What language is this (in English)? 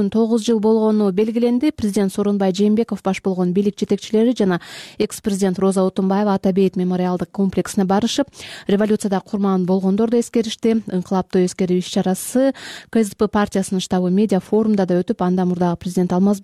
Kyrgyz